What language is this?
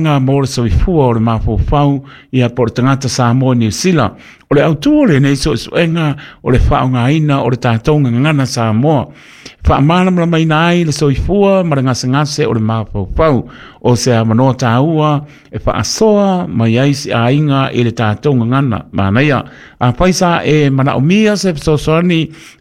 Samoan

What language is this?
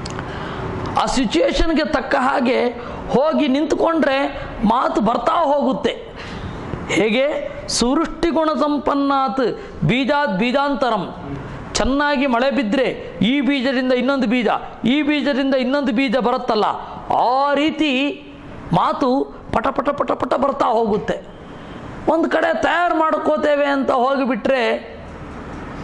Kannada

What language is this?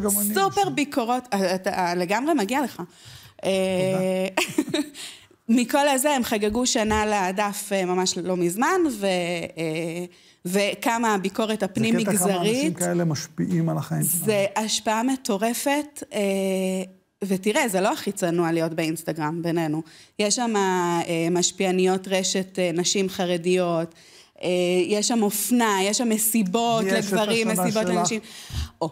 Hebrew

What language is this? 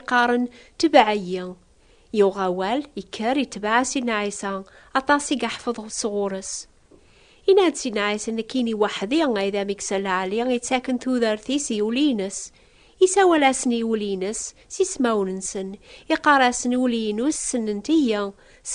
Kabyle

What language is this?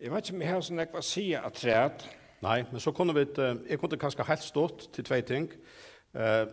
Faroese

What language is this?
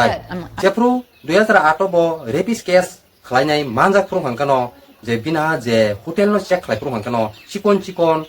Kok Borok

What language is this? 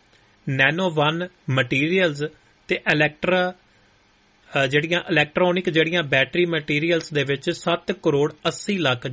Punjabi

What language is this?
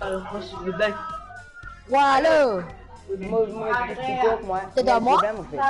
Morisyen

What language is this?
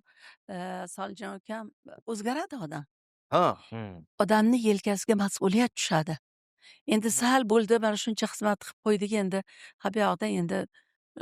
Uzbek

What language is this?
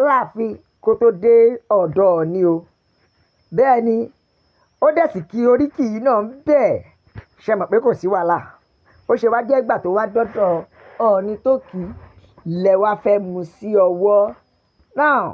Yoruba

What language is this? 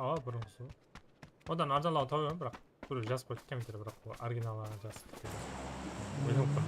Kara-Kalpak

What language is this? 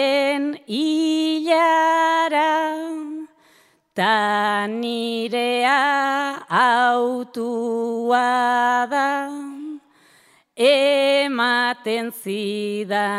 Basque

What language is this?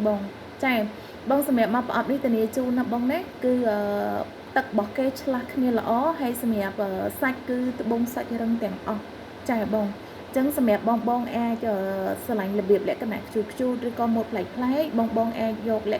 Khmer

